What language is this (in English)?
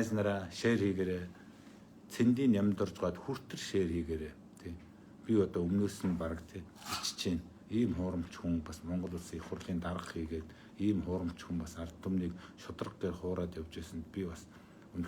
Mongolian